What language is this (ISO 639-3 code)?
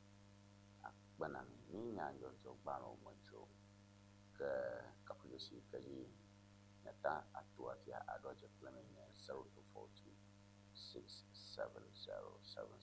ewe